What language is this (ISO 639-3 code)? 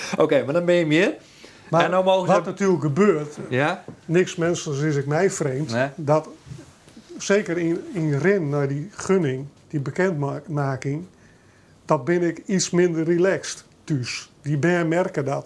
fry